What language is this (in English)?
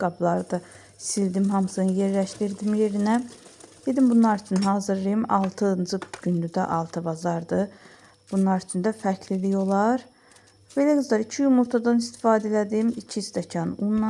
Azerbaijani